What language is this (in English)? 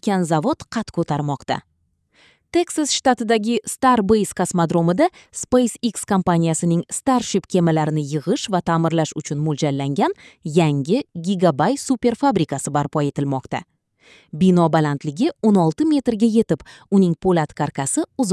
Uzbek